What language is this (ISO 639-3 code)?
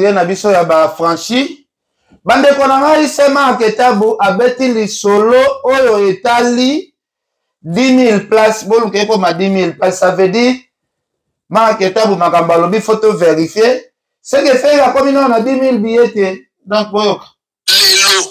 lin